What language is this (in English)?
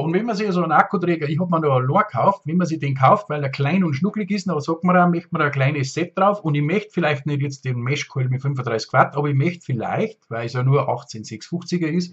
Bavarian